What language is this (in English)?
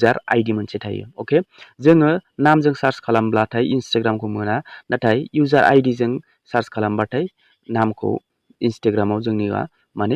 Bodo